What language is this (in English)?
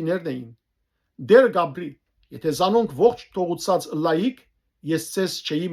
Western Armenian